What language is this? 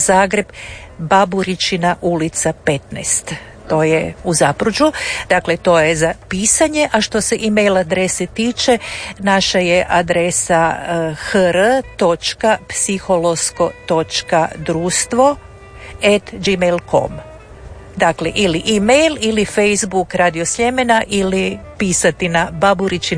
Croatian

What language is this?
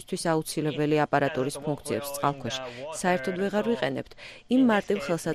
Georgian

